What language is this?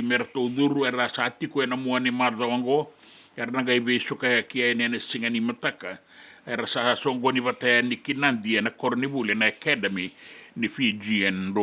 Fijian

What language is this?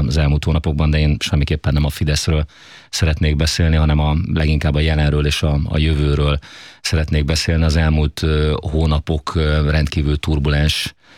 Hungarian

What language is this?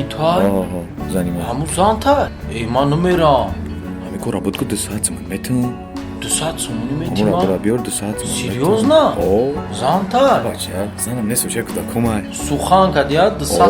Tajik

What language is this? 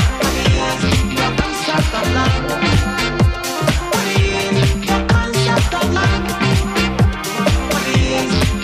Polish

